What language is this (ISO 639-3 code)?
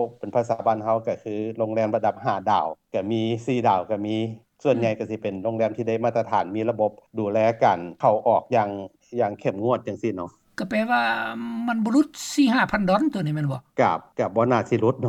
lao